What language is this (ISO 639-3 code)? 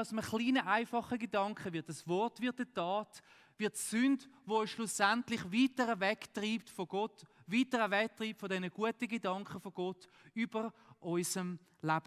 gsw